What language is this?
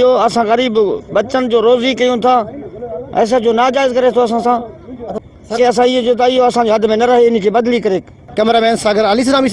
Sindhi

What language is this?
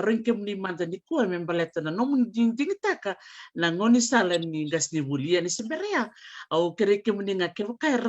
Fijian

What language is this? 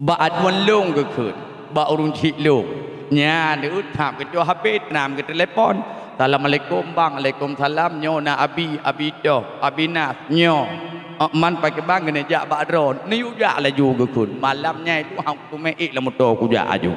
Achinese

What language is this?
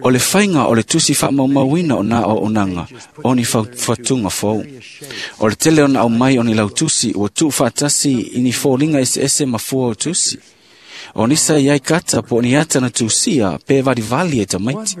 Samoan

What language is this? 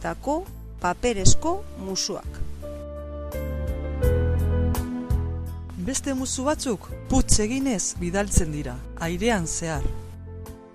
Basque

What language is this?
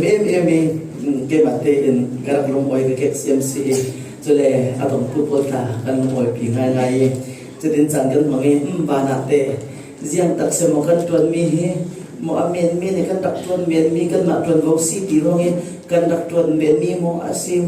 Falam Chin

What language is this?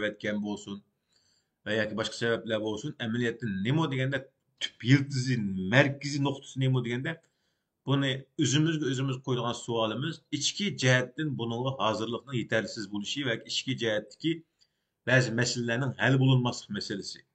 Uyghur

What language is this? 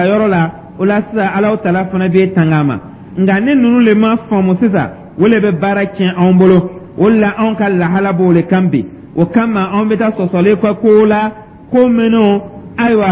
Dyula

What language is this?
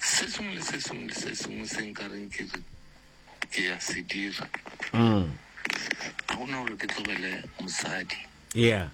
Northern Sotho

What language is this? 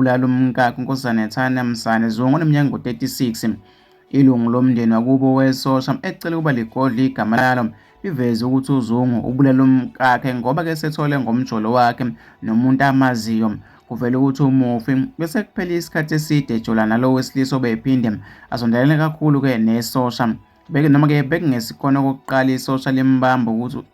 Zulu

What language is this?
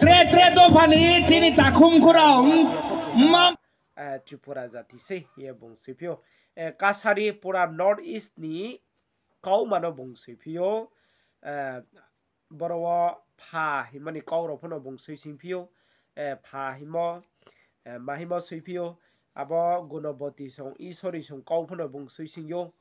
Riang (India)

